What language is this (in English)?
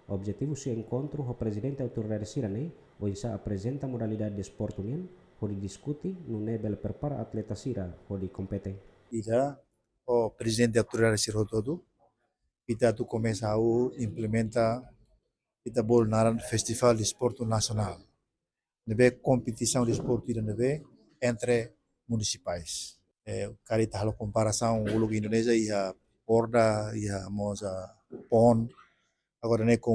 Tetum